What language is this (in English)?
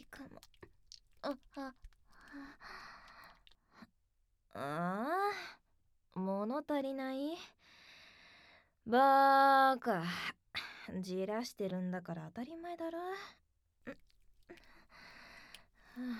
Japanese